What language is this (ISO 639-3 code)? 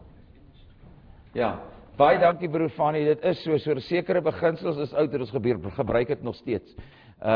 afr